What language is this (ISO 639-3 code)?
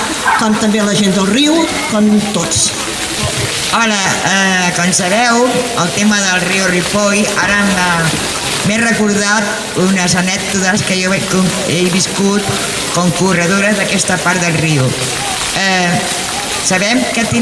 cat